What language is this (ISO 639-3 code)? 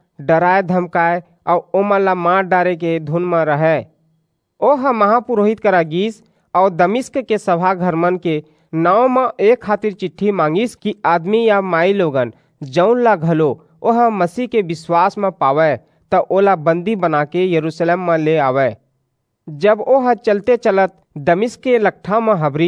hne